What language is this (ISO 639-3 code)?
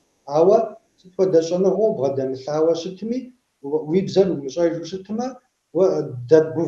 kbd